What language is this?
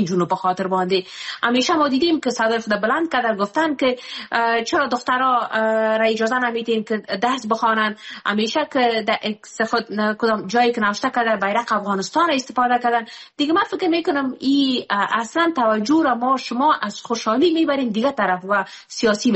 Persian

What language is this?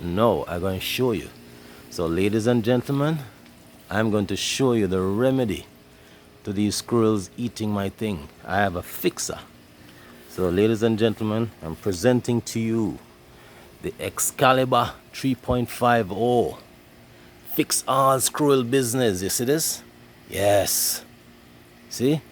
Jamaican Creole English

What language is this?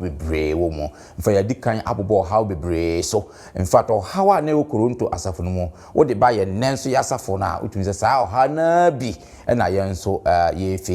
Akan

